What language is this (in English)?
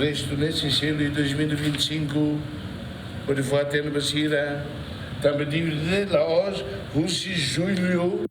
Tetum